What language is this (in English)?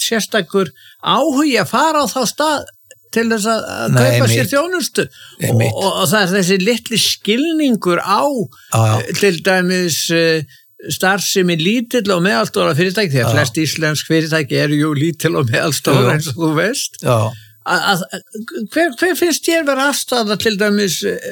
Icelandic